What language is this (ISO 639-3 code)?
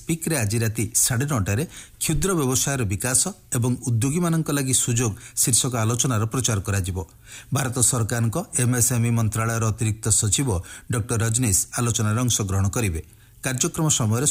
ori